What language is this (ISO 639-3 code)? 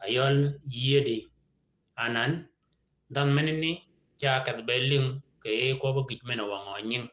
shk